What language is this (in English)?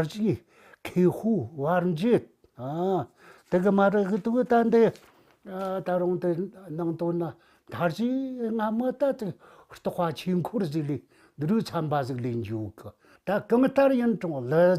Tibetan